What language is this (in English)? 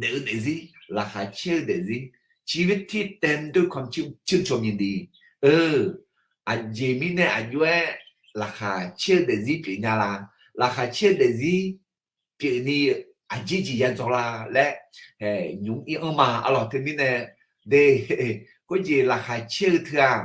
Akha